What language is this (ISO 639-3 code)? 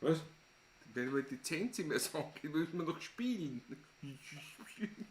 bar